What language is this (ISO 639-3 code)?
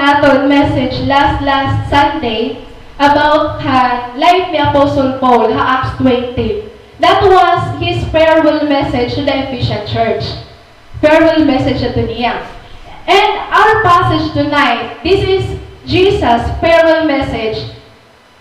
war